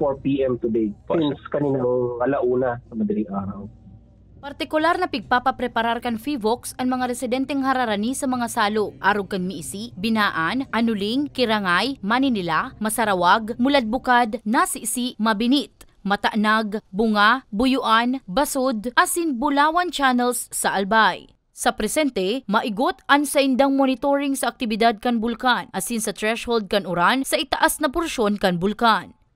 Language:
Bikol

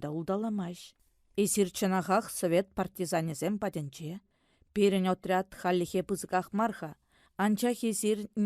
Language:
Chuvash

